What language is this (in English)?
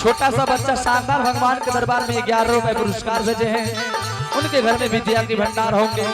Angika